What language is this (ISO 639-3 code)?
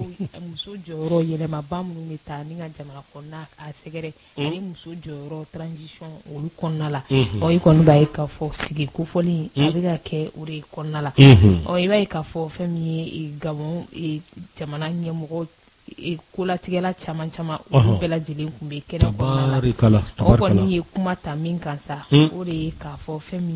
bam